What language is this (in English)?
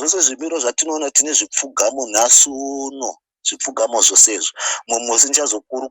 Shona